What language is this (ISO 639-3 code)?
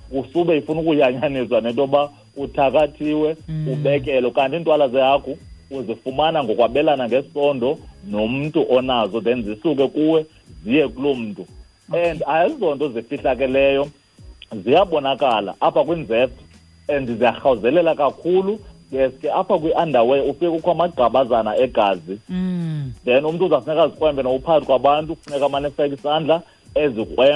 xho